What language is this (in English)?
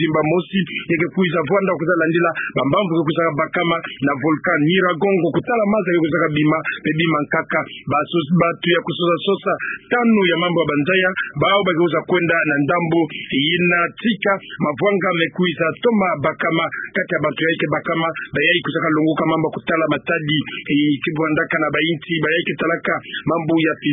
Kituba (Democratic Republic of Congo)